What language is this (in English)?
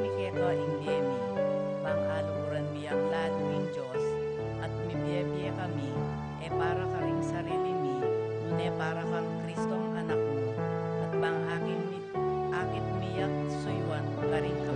Pampanga